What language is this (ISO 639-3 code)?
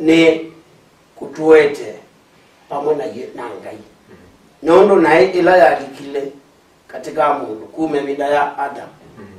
kam